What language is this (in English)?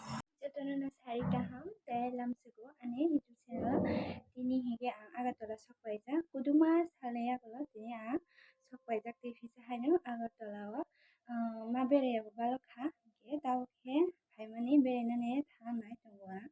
Kok Borok